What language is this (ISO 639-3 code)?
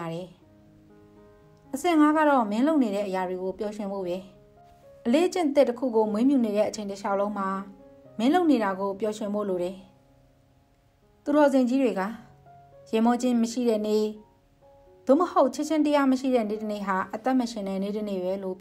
mya